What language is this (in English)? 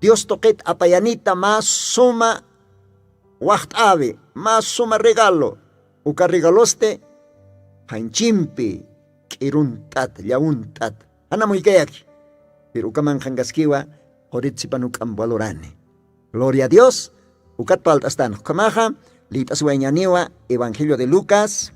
Aymara